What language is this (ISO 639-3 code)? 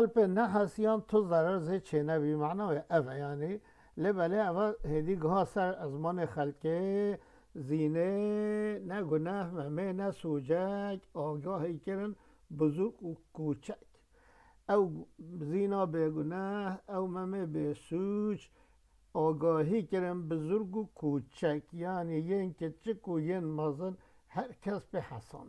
kur